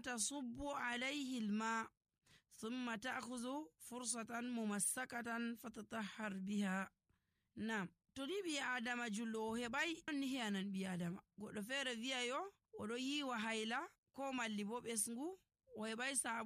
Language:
Nigerian Fulfulde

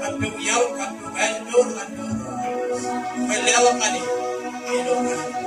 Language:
Marshallese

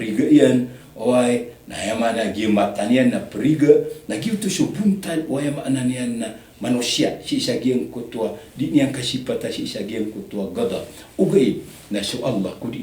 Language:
Maranao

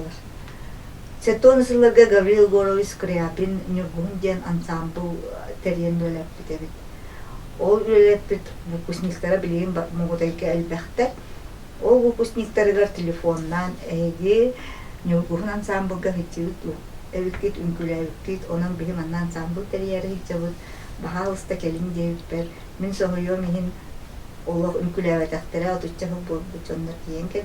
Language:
Yakut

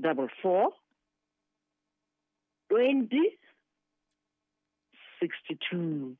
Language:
Southern Sotho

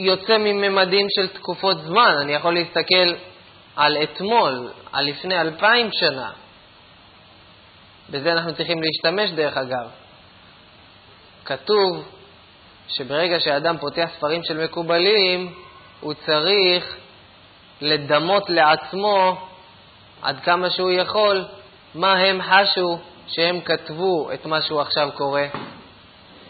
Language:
Hebrew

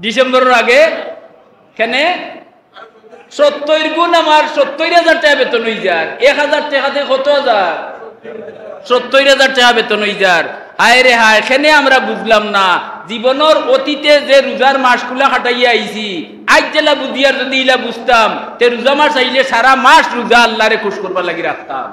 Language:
Sylheti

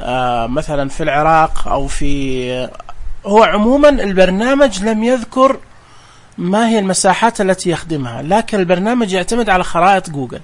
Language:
Najdi Arabic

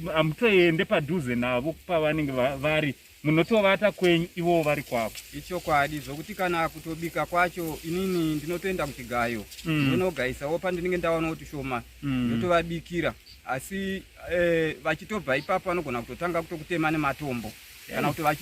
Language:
Shona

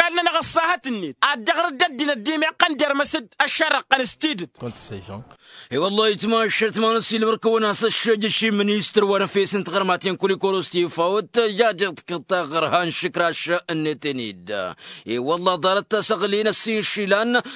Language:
Tamasheq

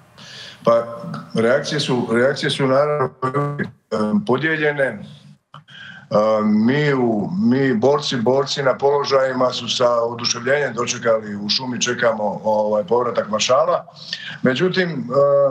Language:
Serbian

